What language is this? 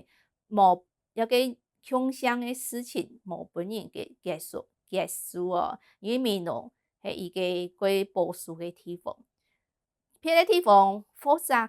Hakka Chinese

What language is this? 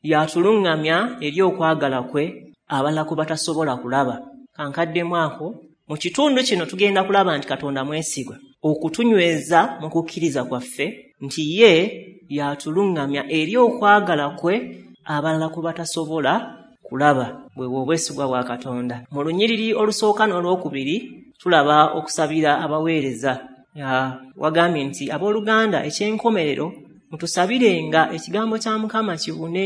Ganda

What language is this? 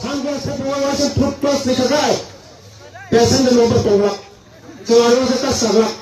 Kok Borok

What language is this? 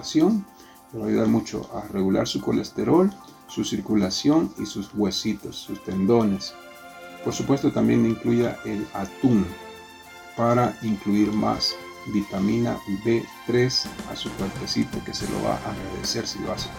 Spanish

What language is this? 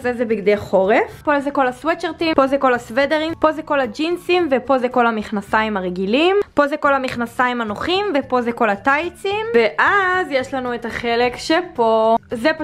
Hebrew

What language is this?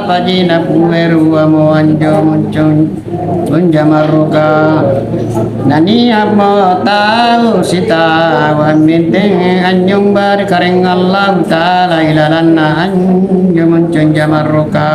Makasar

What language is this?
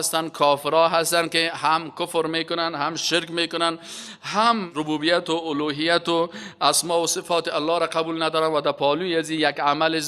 Persian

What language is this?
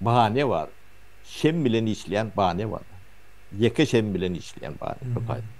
Turkmen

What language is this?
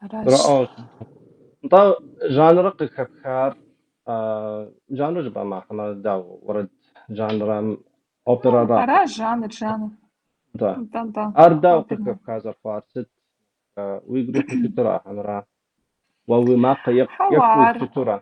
Kabardian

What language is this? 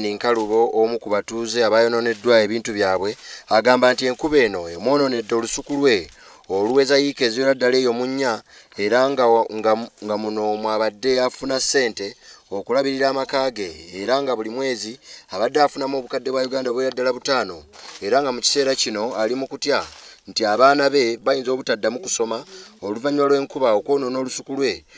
Ganda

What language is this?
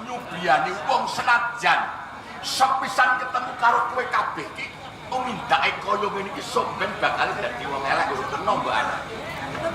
Javanese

